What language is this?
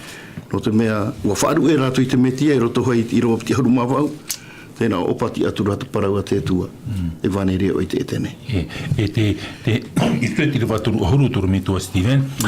Tahitian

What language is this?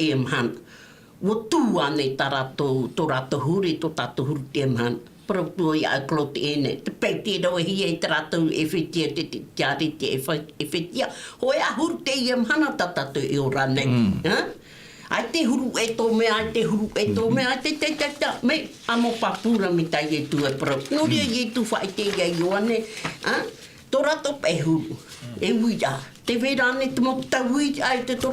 Tahitian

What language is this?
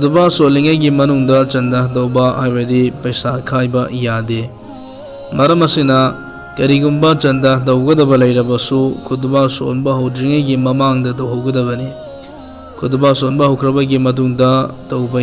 Manipuri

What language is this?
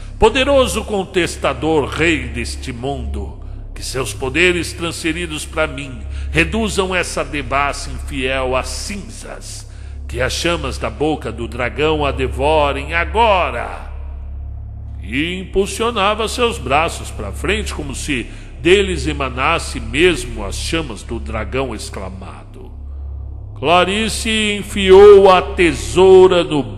Portuguese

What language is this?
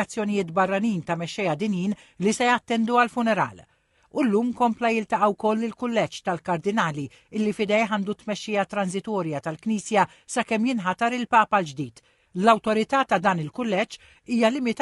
Maltese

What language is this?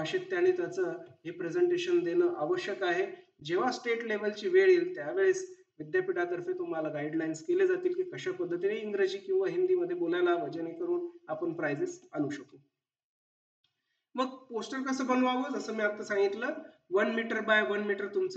Marathi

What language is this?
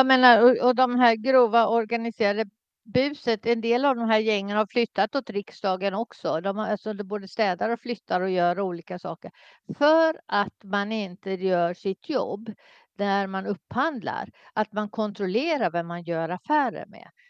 Swedish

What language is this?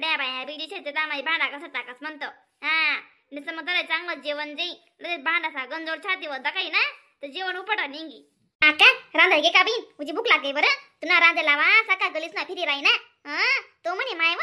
Khandesi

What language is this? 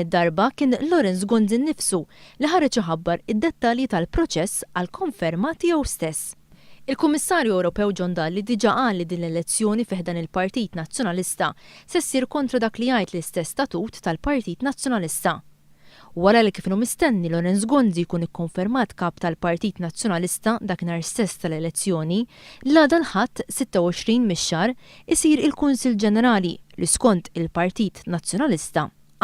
Maltese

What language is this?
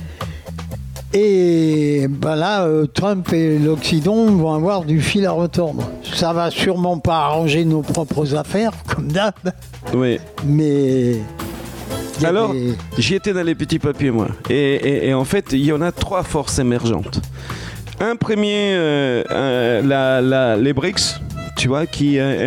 French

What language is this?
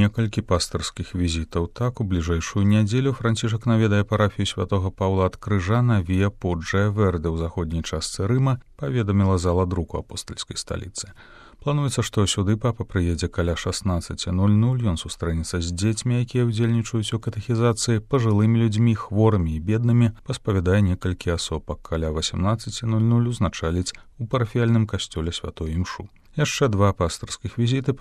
Belarusian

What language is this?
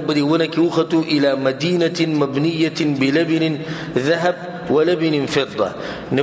Pashto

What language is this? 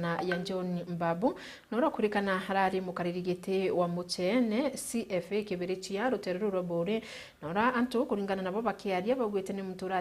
Meru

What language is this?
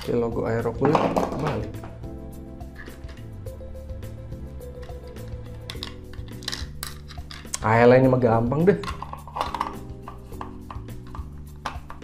Indonesian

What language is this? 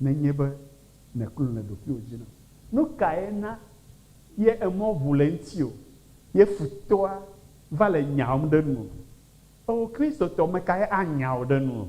Ewe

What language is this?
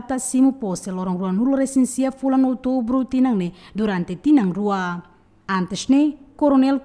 Tetum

